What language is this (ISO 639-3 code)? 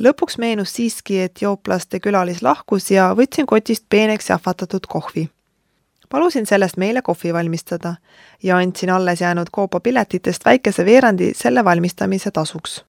est